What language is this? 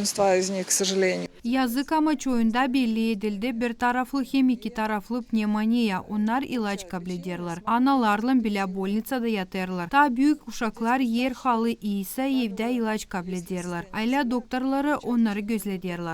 Gagauz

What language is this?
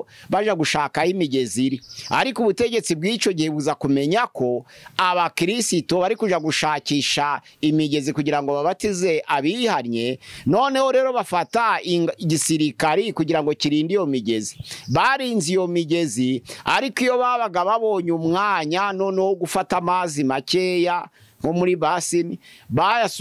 Kinyarwanda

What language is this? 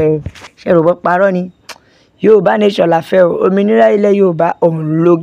Yoruba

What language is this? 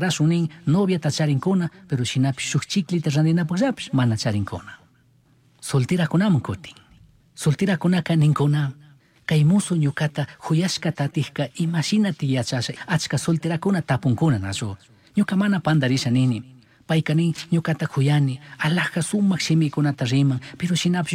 Chimborazo Highland Quichua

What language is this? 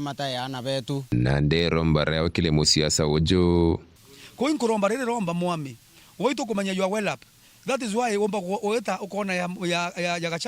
Meru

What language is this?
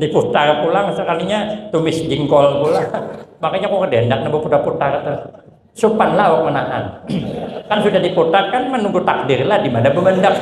Banjar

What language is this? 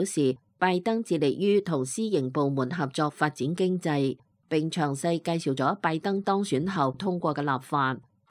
Cantonese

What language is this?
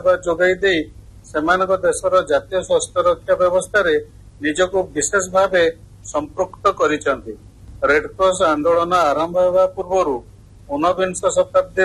Odia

